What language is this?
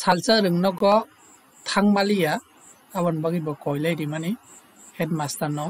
Kok Borok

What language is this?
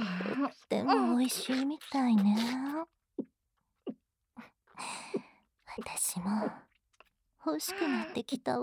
Japanese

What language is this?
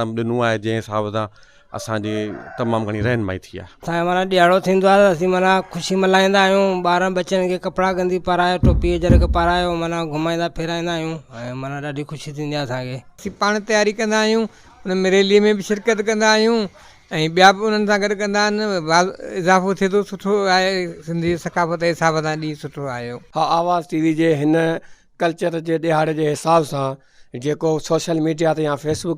Sindhi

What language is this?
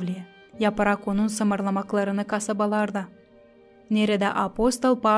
Gagauz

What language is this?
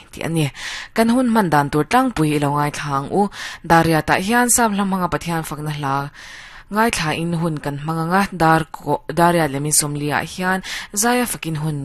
Mizo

